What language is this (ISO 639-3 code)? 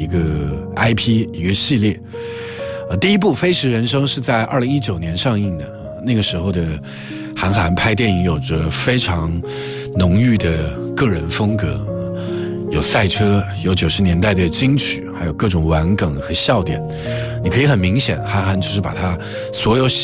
zho